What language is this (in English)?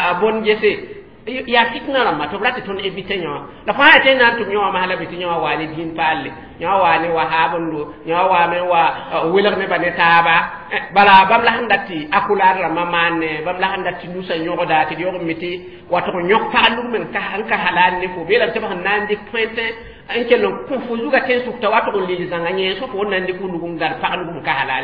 Mossi